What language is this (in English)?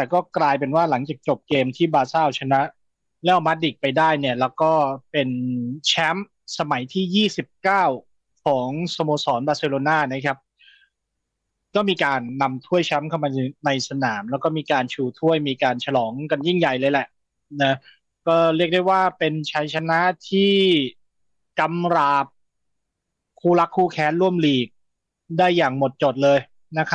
Thai